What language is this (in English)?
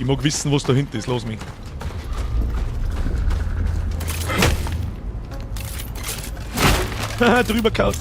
Bavarian